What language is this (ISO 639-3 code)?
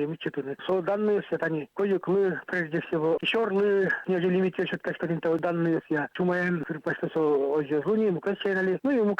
udm